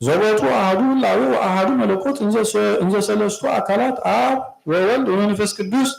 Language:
Geez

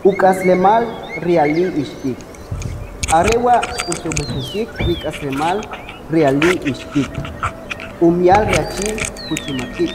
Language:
Kʼicheʼ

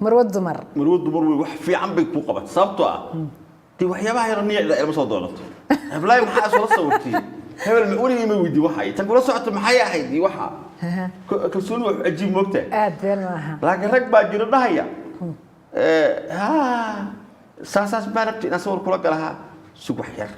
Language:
Somali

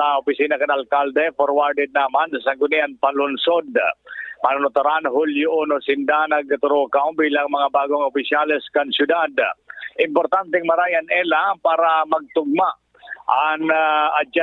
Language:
Bikol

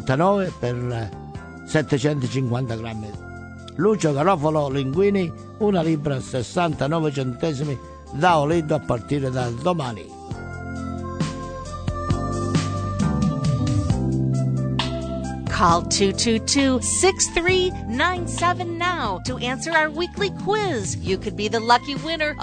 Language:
Italian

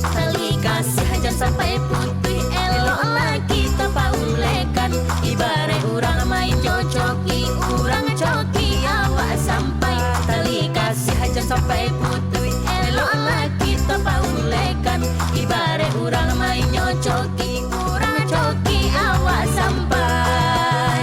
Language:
Minangkabau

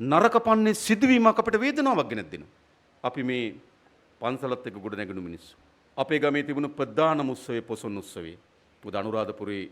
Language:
Sinhala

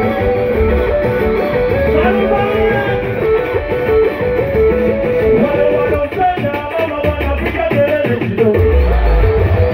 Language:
Swahili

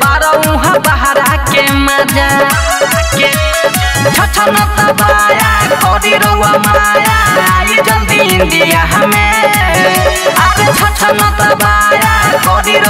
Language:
Bhojpuri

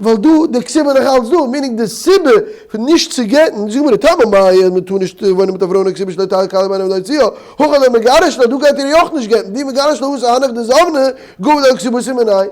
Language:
Yiddish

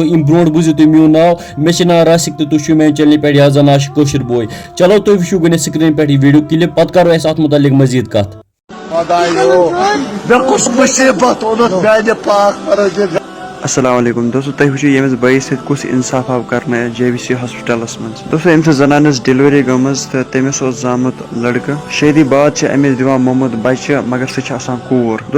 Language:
Kashmiri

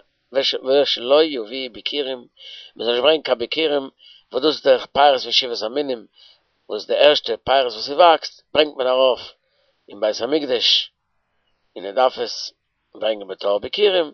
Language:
Yiddish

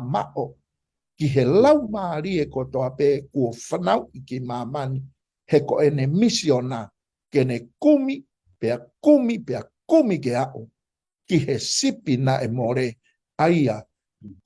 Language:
Tongan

